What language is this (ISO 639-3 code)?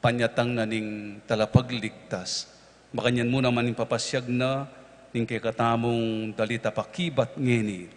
pam